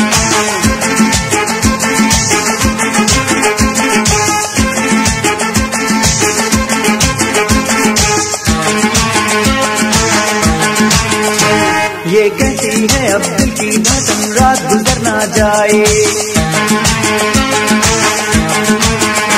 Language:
Hindi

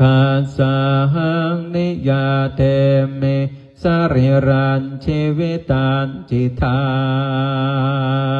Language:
Pali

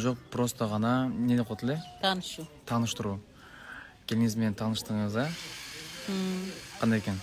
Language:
Kyrgyz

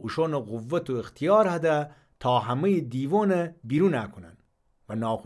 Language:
Gilaki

